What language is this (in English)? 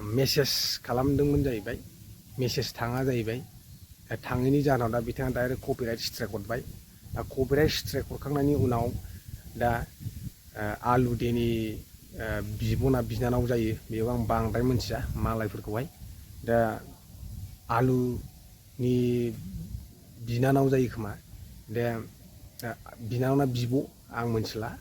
Bodo